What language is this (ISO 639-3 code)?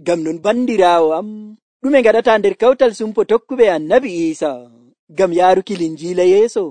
fuv